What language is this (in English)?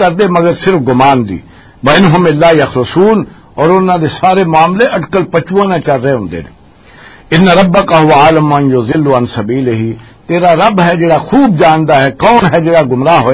Western Panjabi